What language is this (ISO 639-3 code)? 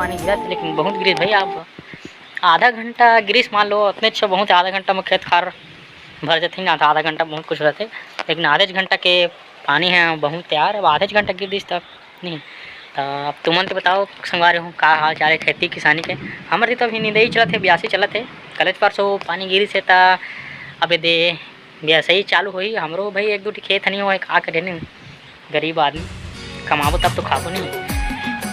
hne